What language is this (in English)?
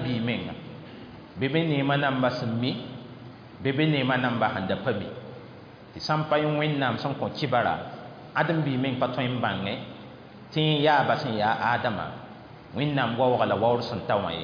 Mossi